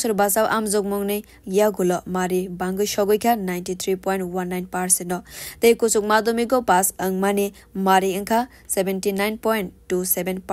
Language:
Kok Borok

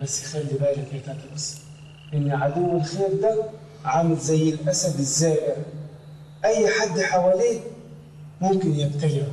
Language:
Egyptian Arabic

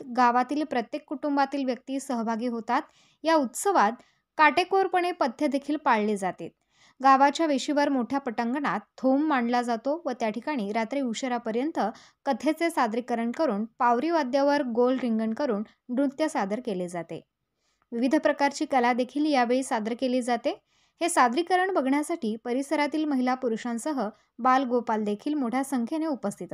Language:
Marathi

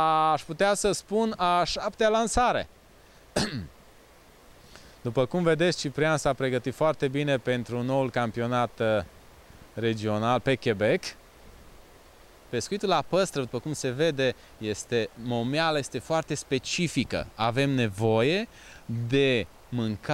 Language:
Romanian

